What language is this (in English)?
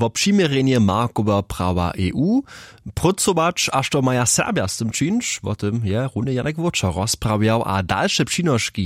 Upper Sorbian